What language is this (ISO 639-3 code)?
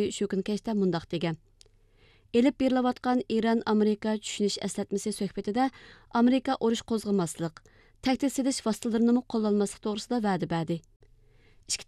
uig